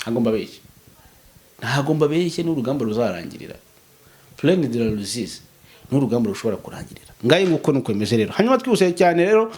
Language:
Kinyarwanda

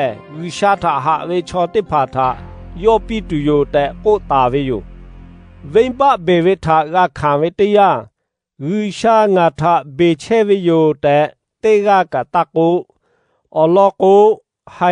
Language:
Lahu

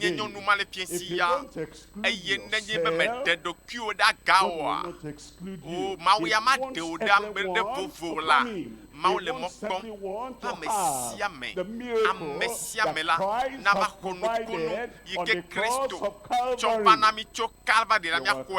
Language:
Ewe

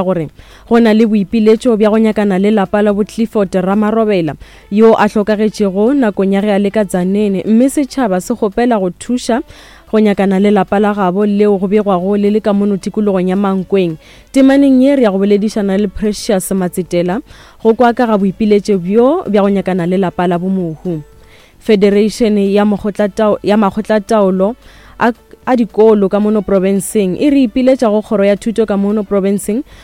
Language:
Northern Sotho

